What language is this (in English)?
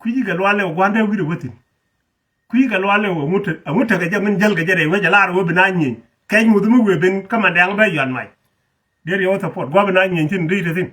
Nuer